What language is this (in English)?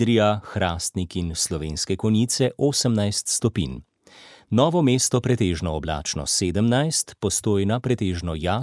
Slovenian